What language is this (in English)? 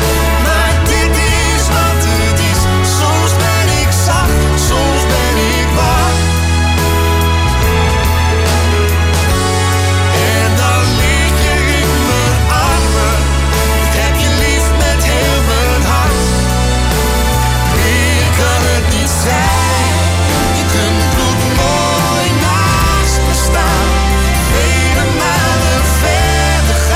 Dutch